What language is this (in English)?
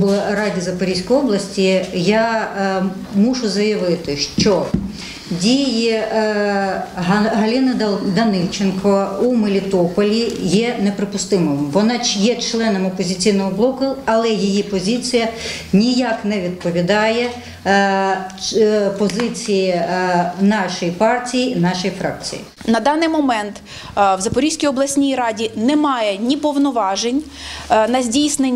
Ukrainian